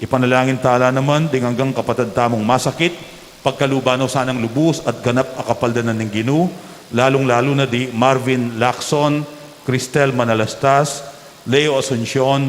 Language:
Pampanga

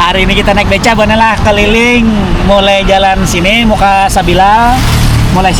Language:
Banjar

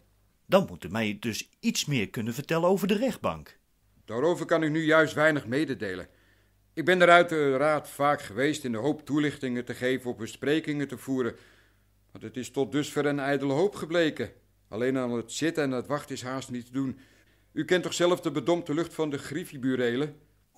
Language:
Dutch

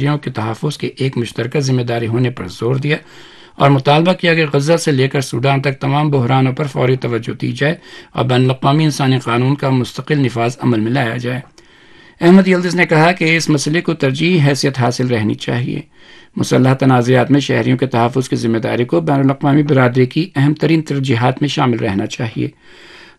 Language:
Urdu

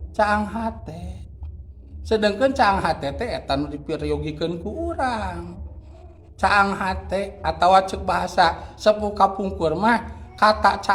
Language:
Sundanese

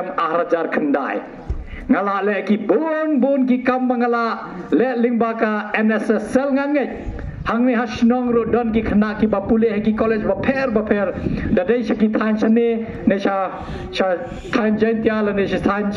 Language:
Khasi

